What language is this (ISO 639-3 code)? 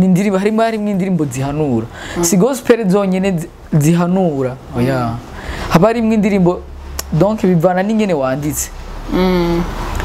run